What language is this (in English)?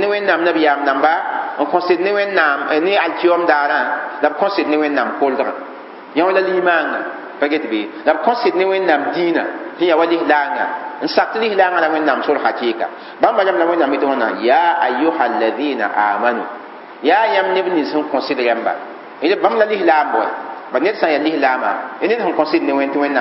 Mossi